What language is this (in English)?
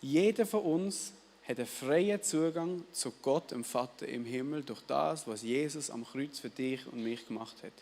Swiss German